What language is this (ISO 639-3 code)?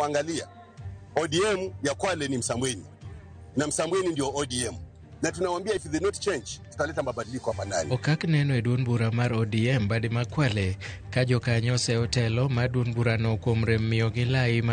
luo